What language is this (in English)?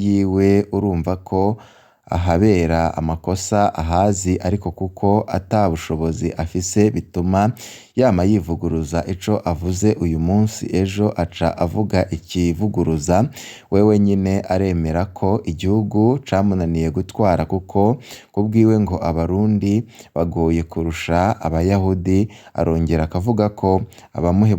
Rundi